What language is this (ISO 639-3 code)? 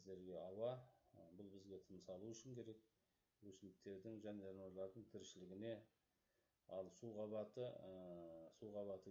kaz